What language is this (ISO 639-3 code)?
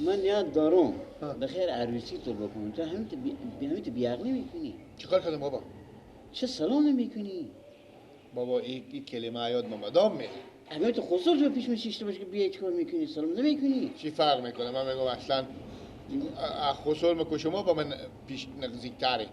fas